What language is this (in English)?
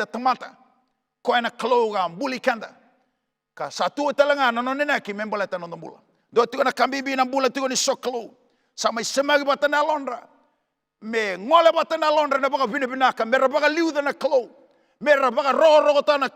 Fijian